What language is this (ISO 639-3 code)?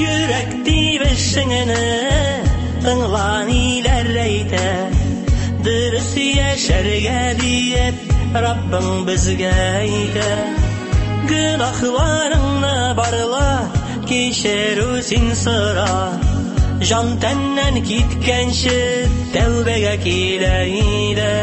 tat